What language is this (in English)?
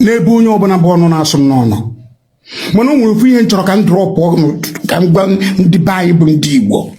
Igbo